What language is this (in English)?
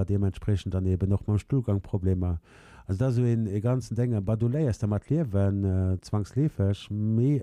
Luxembourgish